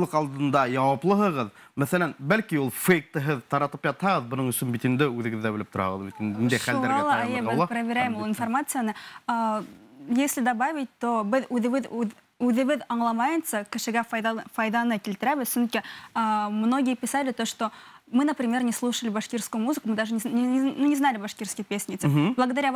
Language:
Bashkir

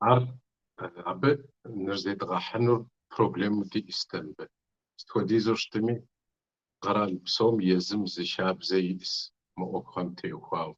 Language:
Kabardian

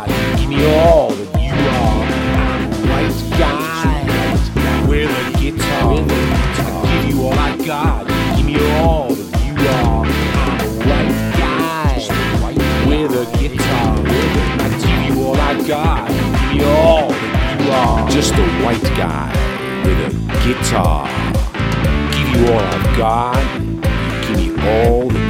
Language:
English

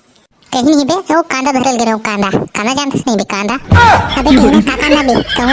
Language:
Chhattisgarhi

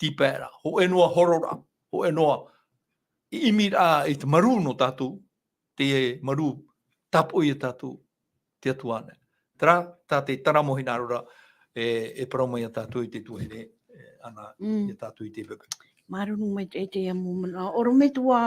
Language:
Tahitian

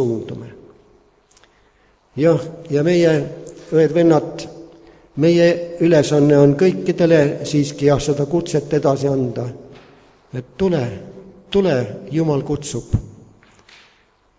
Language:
Estonian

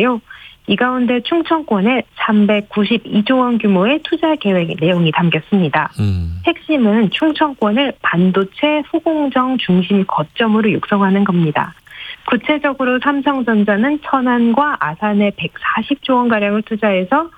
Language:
Korean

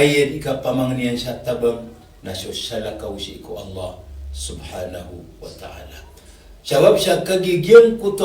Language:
Maranao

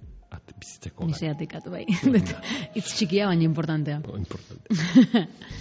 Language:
Basque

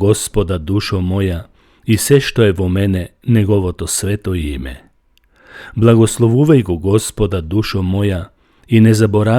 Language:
Macedonian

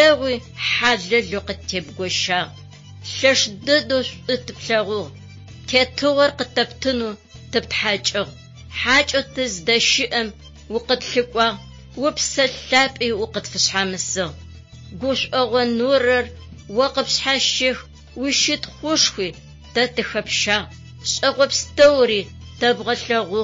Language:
Adyghe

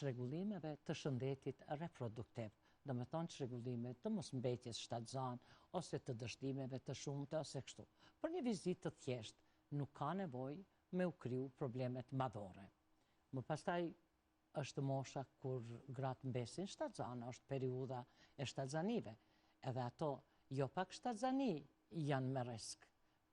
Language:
Albanian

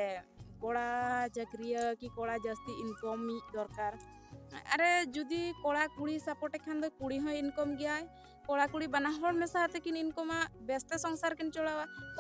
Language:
Santali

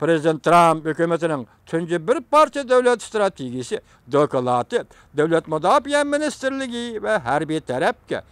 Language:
Uyghur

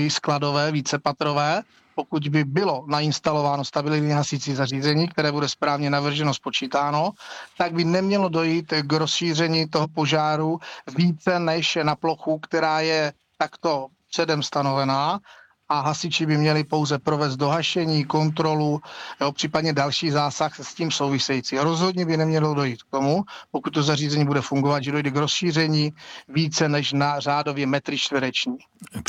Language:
Czech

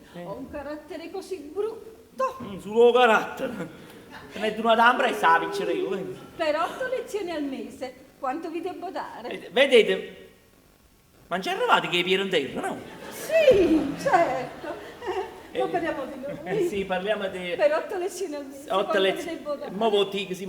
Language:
Neapolitan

